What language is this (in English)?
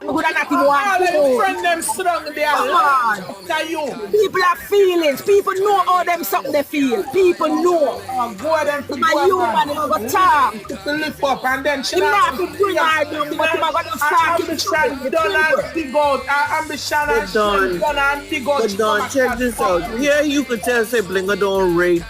Jamaican Creole English